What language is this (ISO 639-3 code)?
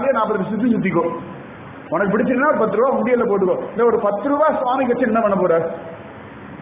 tam